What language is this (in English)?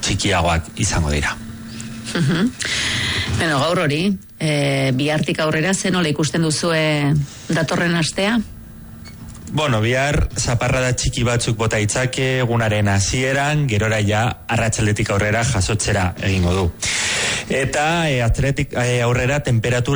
Basque